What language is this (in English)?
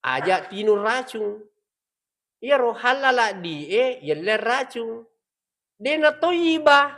Buginese